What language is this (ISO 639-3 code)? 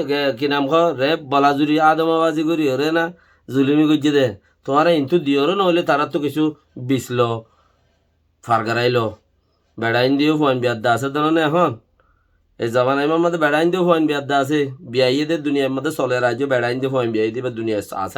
rhg